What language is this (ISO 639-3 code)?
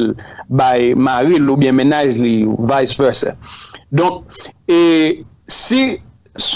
hat